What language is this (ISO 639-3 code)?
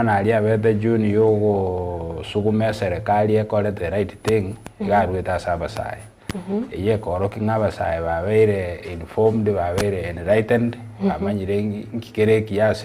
guz